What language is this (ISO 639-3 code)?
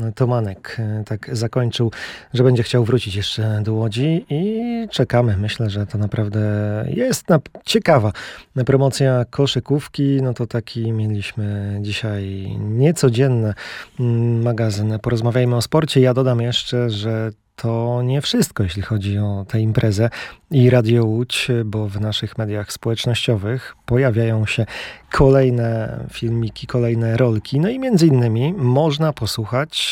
pol